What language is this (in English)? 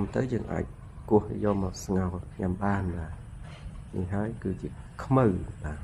Khmer